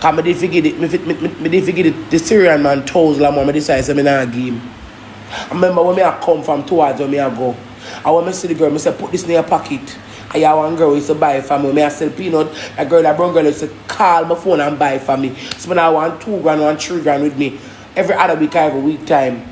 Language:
Jamaican Creole English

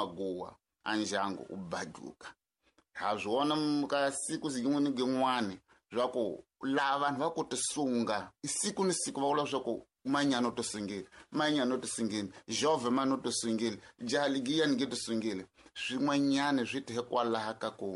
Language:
Tsonga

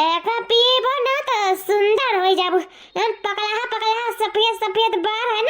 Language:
Awadhi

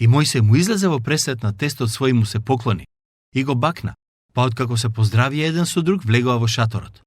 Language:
Macedonian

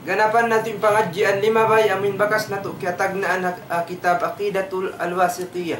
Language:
Tausug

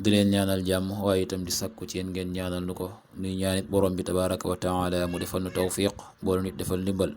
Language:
Wolof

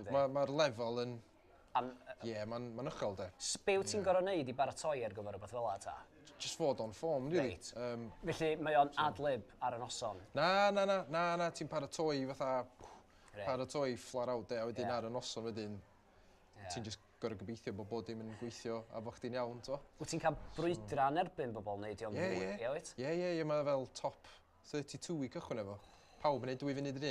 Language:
Welsh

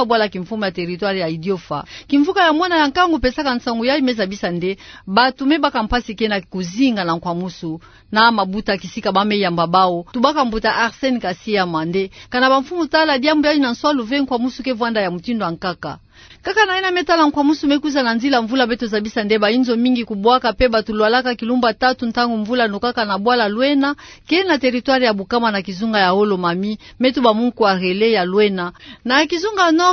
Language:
Kituba (Democratic Republic of Congo)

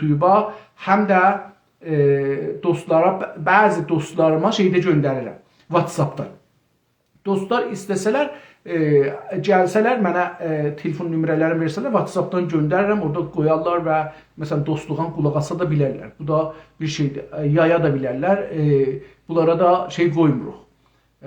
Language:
South Azerbaijani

